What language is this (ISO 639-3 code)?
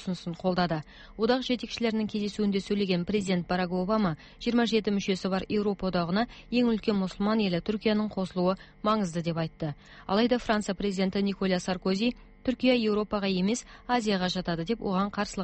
kaz